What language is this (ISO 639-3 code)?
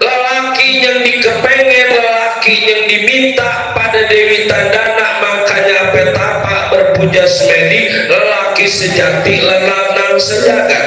bew